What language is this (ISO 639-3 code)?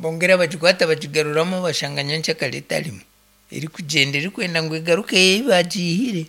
nyn